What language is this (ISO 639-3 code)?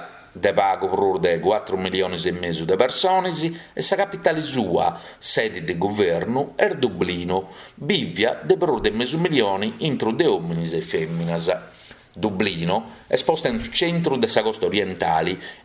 srd